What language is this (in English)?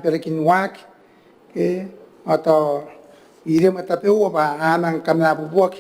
Gilbertese